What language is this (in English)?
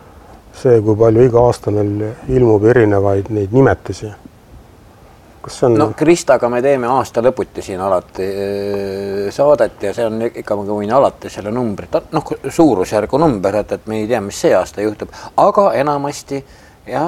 Estonian